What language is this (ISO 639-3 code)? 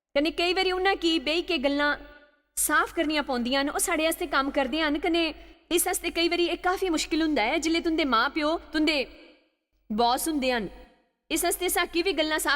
doi